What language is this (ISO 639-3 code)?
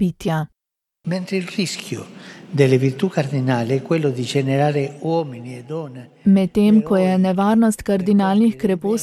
slv